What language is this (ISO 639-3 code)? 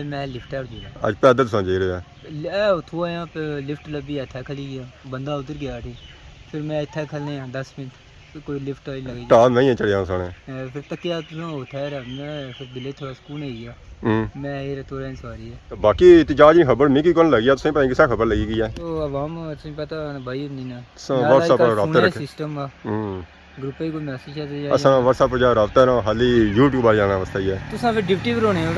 phr